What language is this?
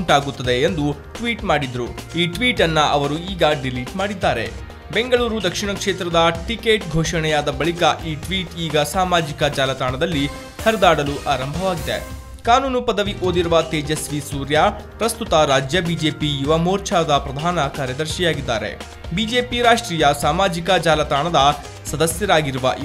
Kannada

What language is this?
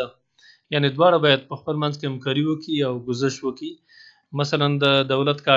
Pashto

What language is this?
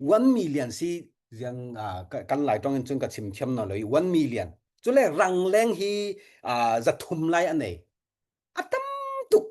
Falam Chin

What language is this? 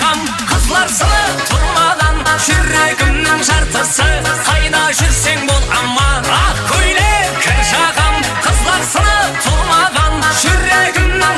Kara-Kalpak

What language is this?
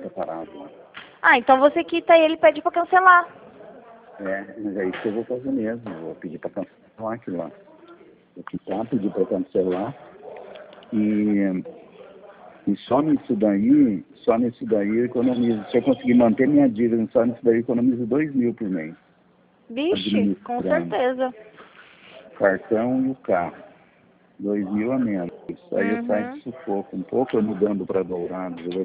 Portuguese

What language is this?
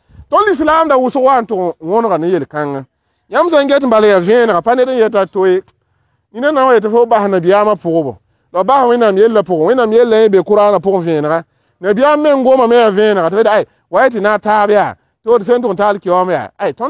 Mossi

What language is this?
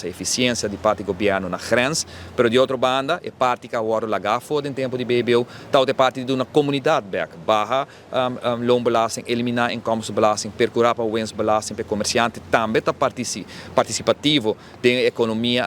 Papiamento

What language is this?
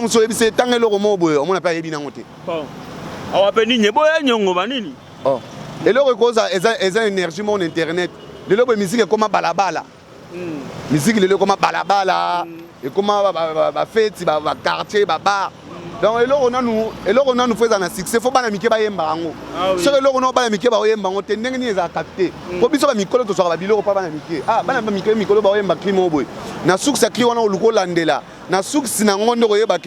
Lingala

